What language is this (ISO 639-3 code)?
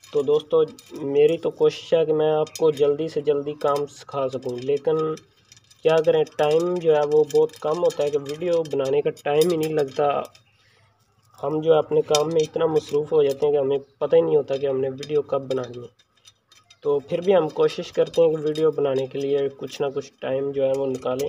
hin